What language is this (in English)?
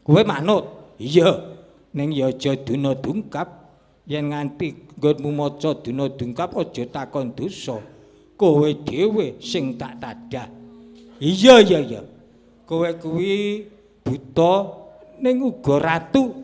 Javanese